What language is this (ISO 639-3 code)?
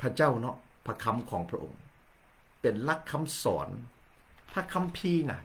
lao